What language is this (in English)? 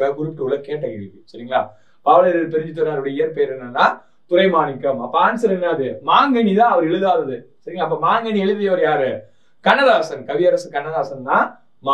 Tamil